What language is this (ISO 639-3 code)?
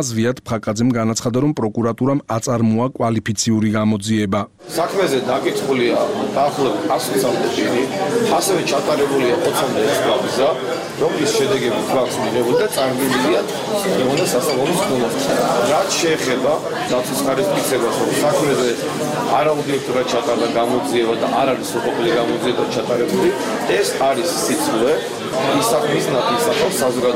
kat